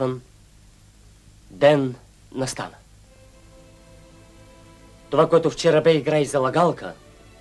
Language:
Bulgarian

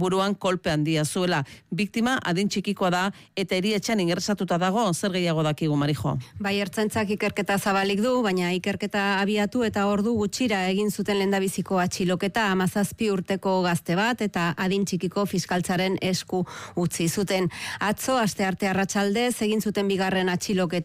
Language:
Basque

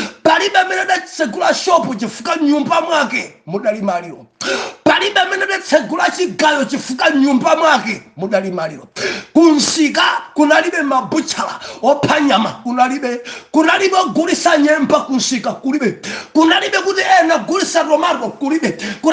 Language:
Nyanja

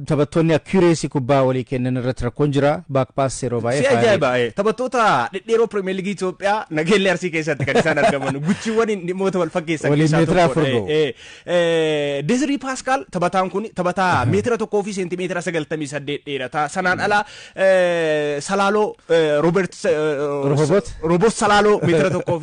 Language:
Oromo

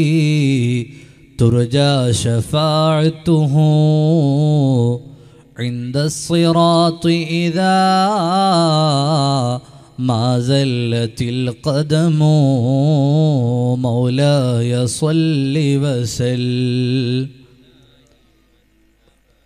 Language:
Malayalam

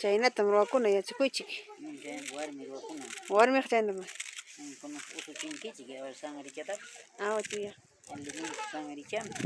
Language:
Ayacucho Quechua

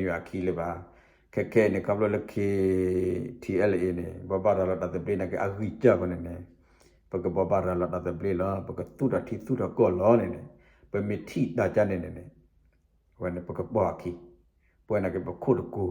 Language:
S'gaw Karen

